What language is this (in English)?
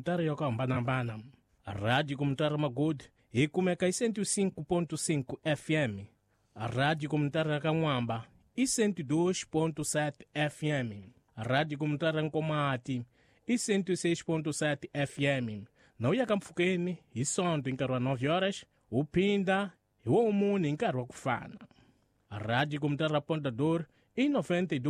Tsonga